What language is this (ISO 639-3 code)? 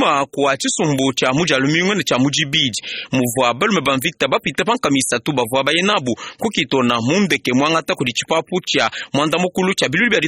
lua